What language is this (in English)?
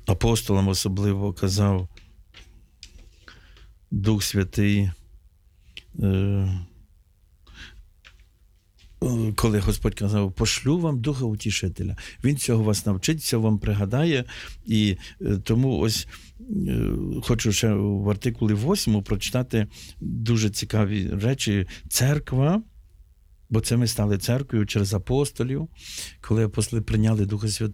Ukrainian